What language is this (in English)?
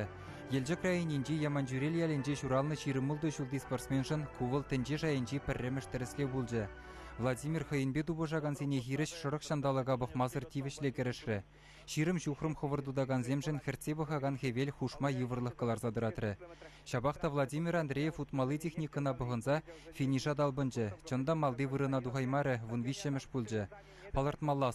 Chuvash